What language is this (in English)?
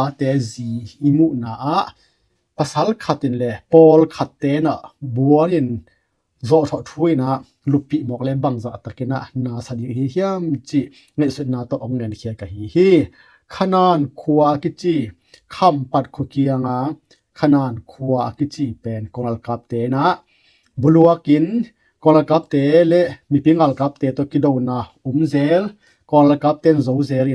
Tedim Chin